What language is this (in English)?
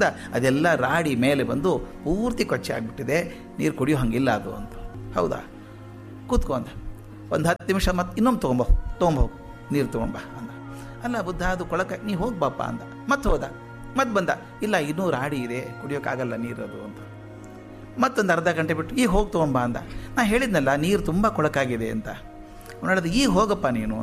Kannada